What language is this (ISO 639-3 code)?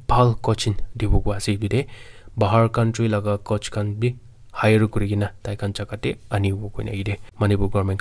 nag